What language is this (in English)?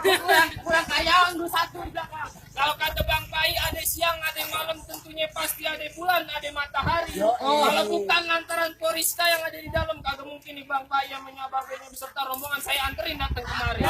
Betawi